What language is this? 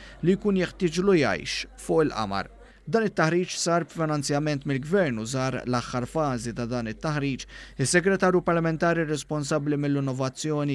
Maltese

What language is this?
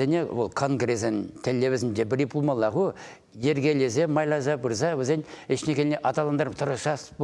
Chuvash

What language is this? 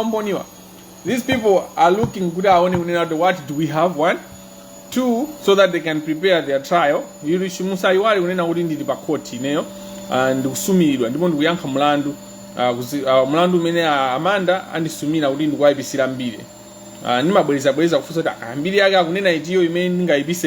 Nyanja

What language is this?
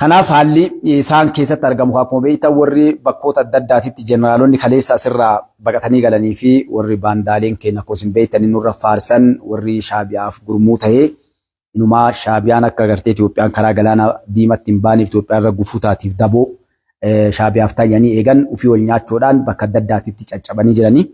Oromo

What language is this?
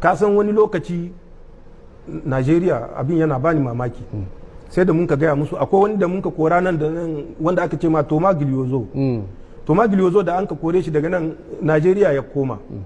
Hausa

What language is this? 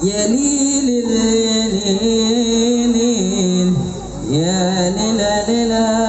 Betawi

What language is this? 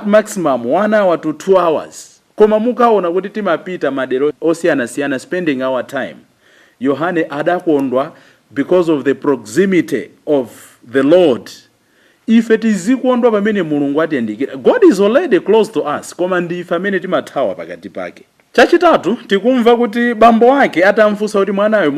Nyanja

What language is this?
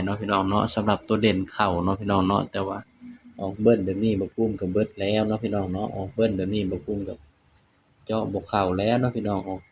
Northeastern Thai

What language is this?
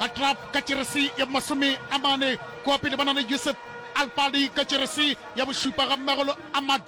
Northern Sotho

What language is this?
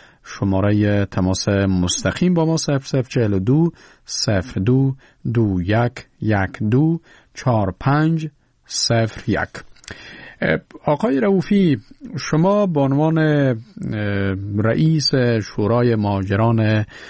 Persian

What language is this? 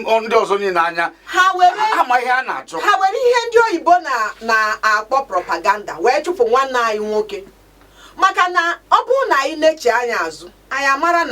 Igbo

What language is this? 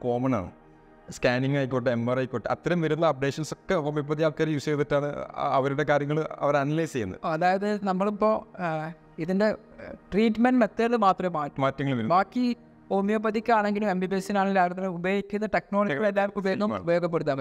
Malayalam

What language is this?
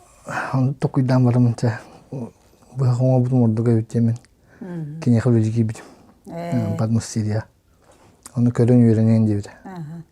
Yakut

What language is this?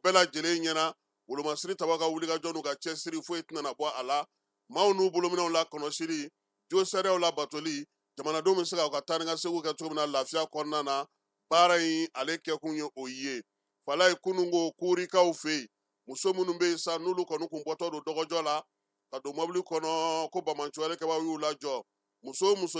Bambara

